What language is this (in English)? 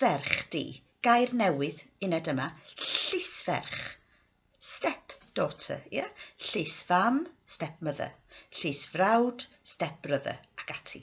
Welsh